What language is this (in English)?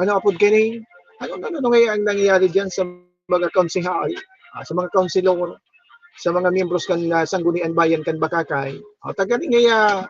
Bikol